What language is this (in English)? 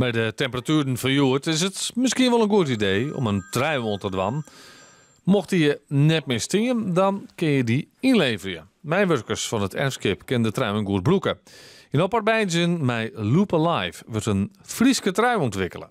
Western Frisian